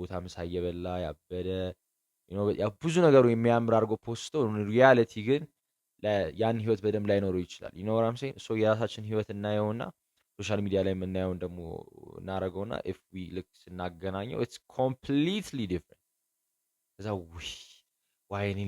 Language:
Amharic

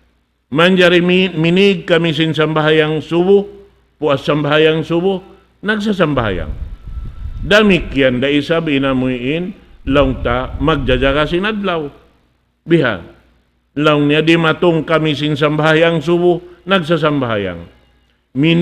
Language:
Tausug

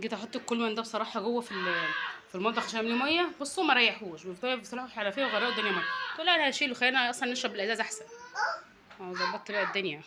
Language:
Egyptian Arabic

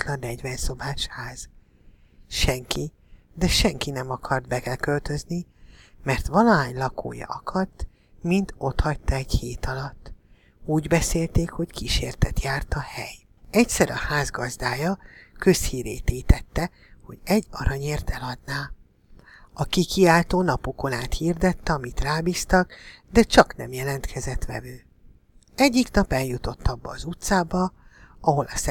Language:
Hungarian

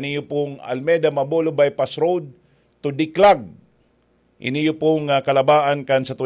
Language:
Bikol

